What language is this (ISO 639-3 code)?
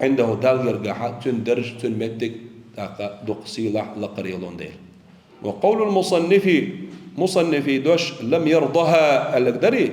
che